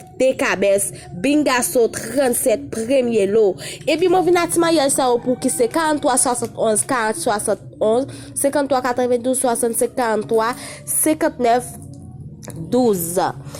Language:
Haitian Creole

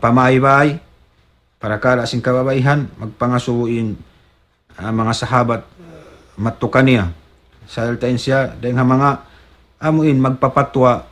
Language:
Tausug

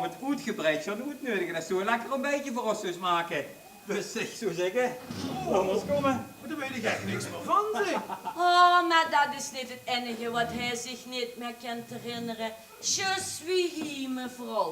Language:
Limburgish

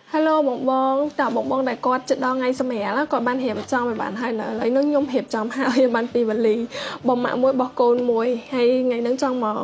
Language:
Khmer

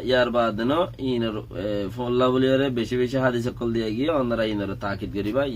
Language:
Rohingya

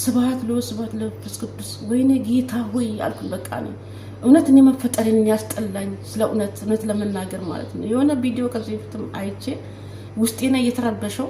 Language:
Amharic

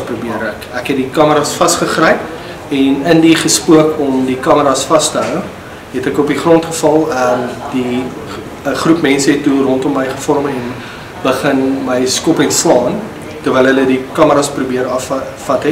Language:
Afrikaans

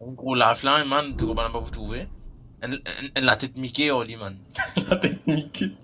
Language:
Morisyen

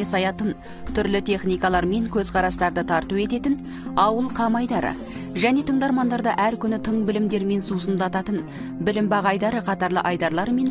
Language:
Kazakh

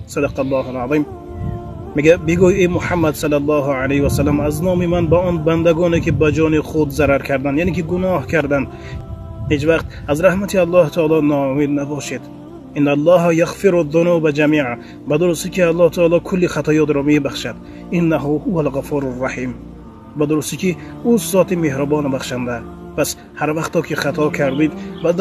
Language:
Tajik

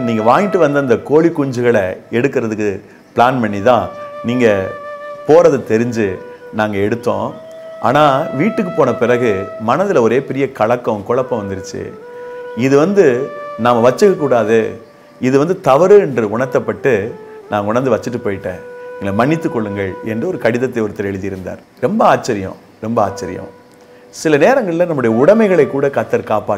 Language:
Tamil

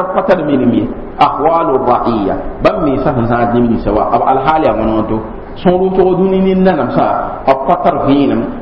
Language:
Mossi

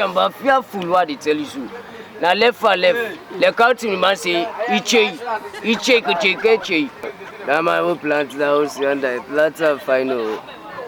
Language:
Krio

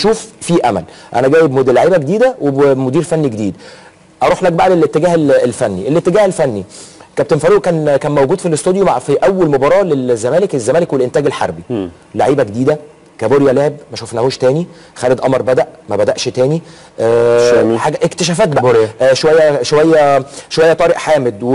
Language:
Egyptian Arabic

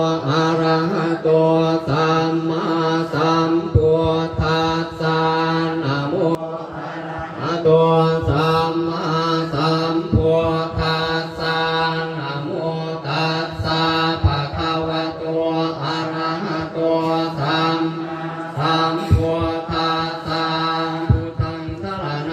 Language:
Pali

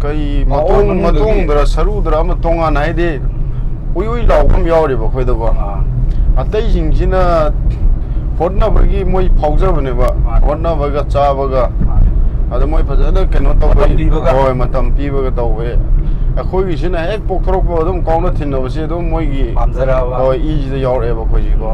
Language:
Manipuri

